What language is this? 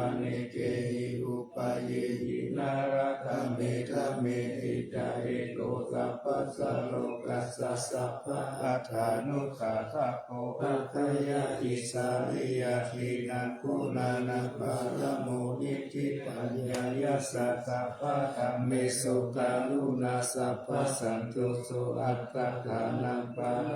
Pali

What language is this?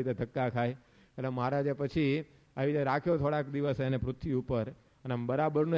Gujarati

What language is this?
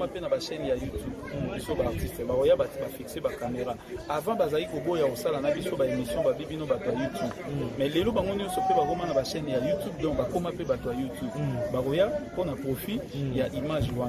Lingala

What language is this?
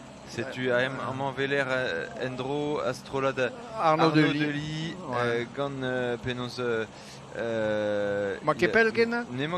Breton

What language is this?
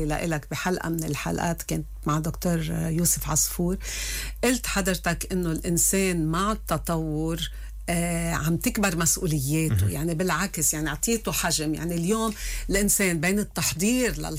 North Levantine Arabic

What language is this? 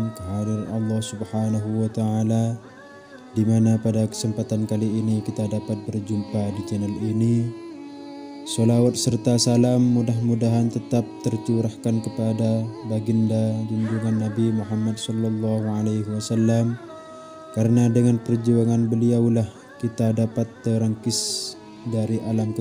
Indonesian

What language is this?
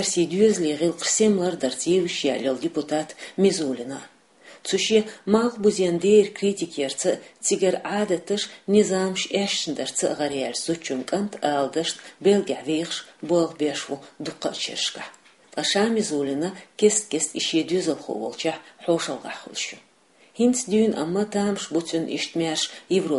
Chechen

